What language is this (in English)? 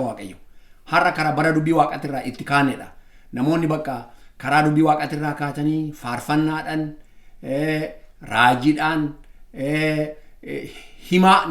Oromo